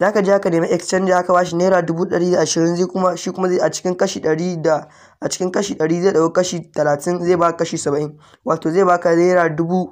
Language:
Hausa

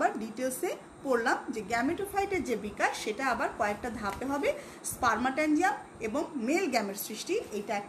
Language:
Bangla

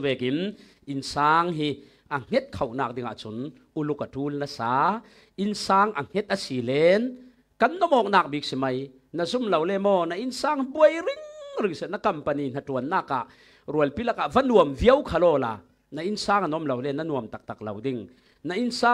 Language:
Falam Chin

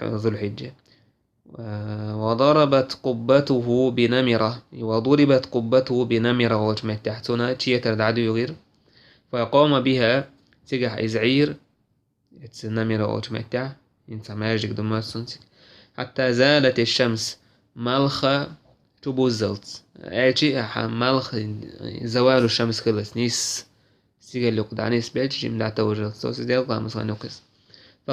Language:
Chechen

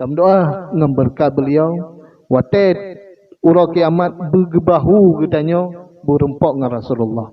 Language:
Achinese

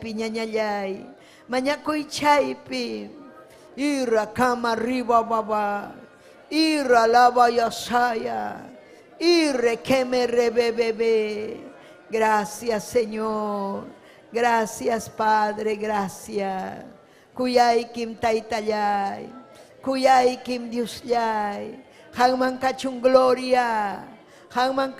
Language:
Ayacucho Quechua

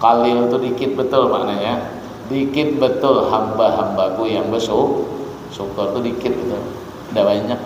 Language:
Banjar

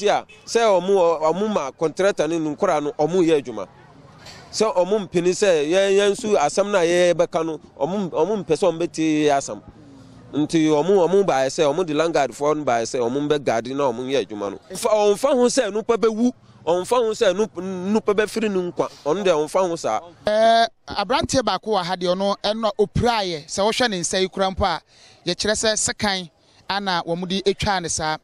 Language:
Akan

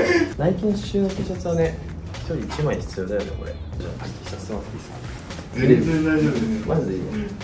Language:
Japanese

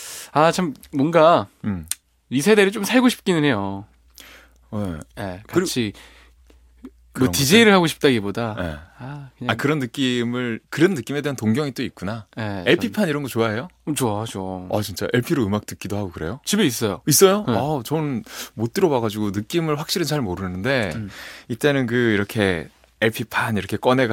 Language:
Korean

